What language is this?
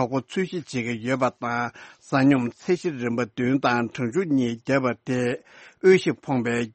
Tibetan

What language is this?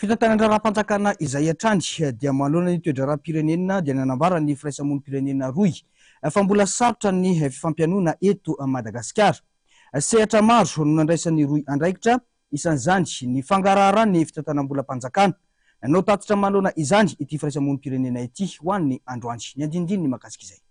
Malagasy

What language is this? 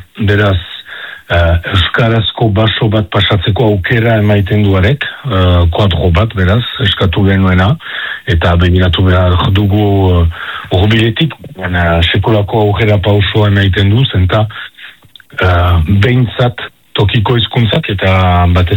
Basque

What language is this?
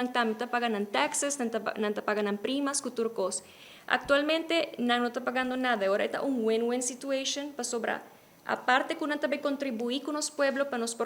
Papiamento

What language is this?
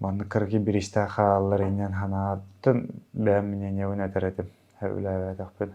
Yakut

